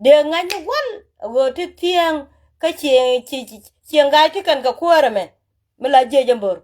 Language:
Nuer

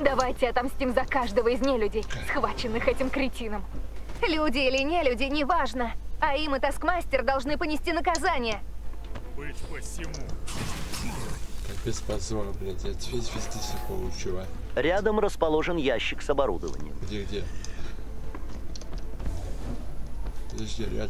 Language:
Russian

